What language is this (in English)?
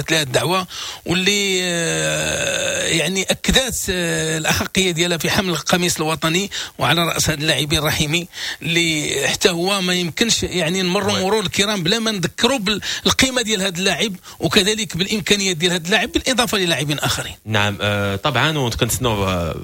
Moroccan Arabic